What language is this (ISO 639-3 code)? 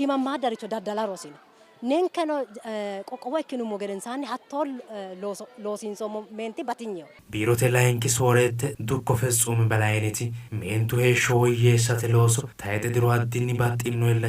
sid